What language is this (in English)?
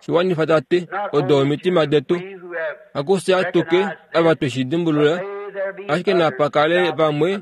Kuanyama